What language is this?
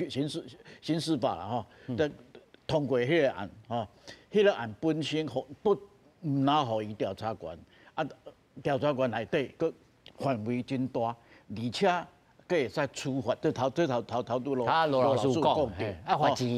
Min Nan Chinese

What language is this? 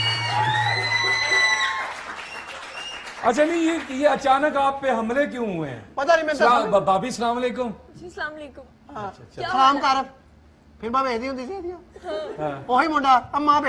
Punjabi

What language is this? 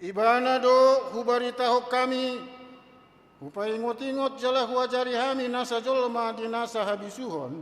Batak Toba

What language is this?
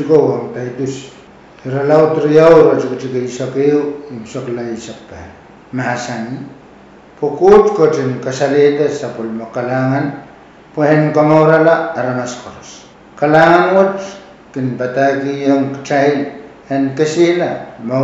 Pohnpeian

